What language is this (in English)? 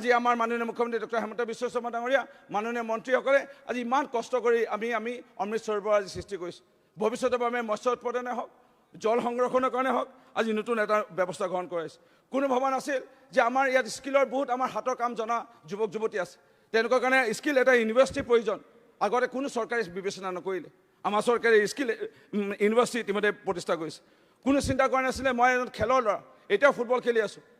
Assamese